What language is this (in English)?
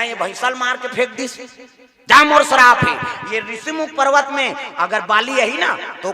Chhattisgarhi